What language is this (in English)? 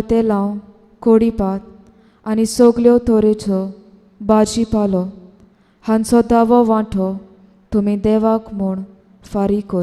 Konkani